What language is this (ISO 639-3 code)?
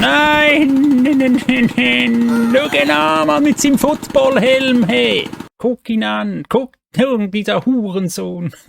gsw